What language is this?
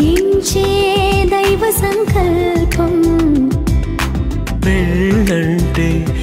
Telugu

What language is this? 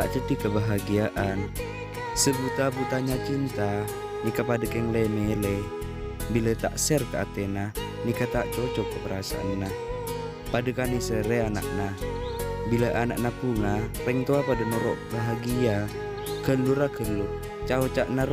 Madurese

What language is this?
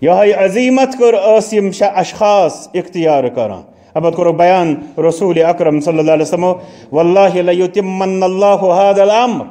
Kashmiri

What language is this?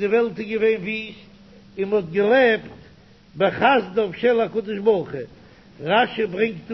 Yiddish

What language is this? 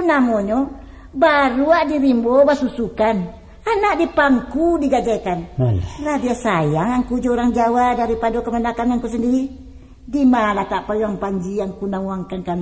Minangkabau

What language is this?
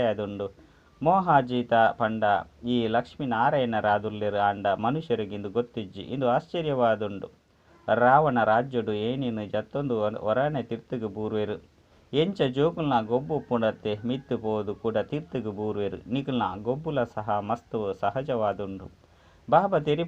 Tulu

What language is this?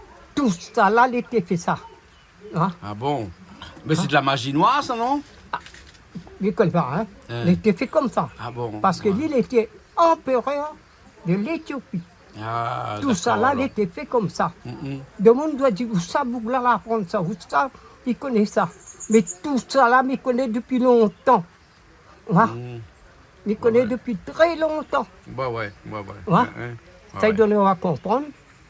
Réunion Creole French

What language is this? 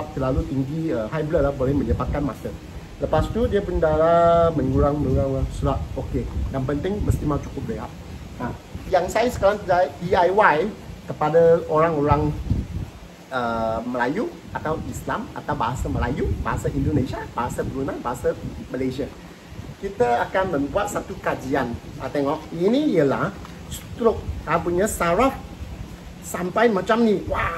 Malay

